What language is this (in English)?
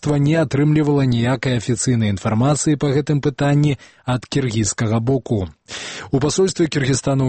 Belarusian